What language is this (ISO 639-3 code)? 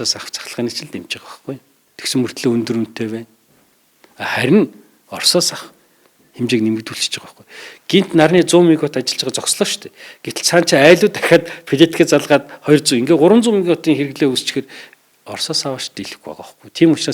mon